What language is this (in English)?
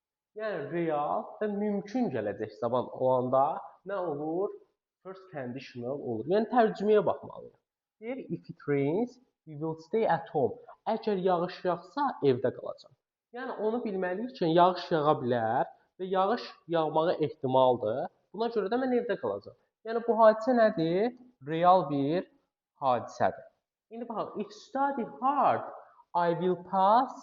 Azerbaijani